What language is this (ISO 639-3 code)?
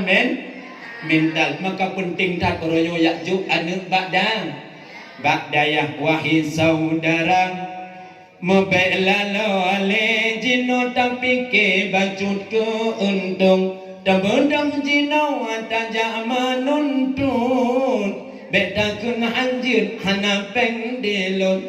ace